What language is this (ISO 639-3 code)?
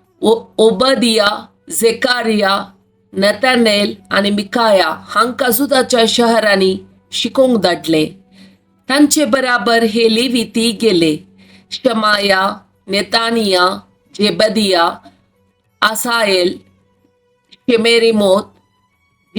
kok